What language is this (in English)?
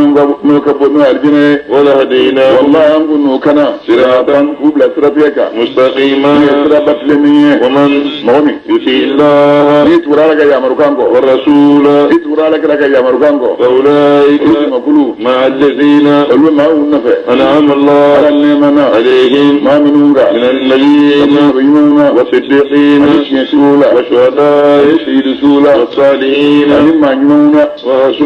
Bambara